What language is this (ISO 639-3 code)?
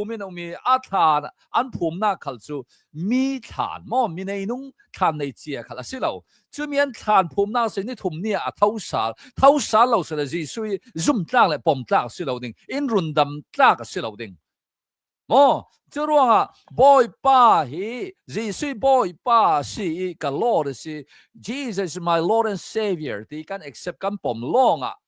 cnh